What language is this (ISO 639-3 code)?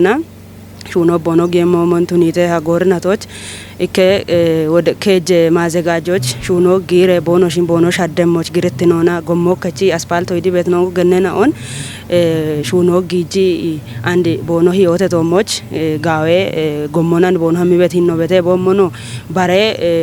kbr